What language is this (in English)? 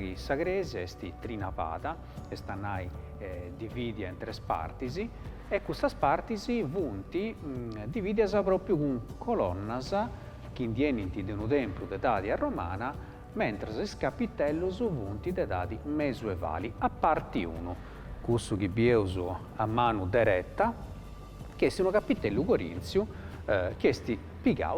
Sardinian